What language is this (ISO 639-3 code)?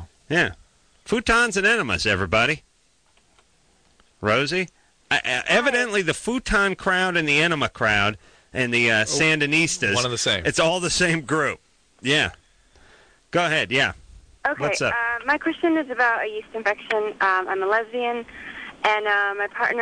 eng